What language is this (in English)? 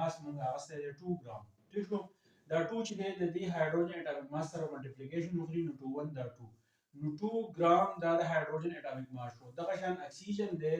Pashto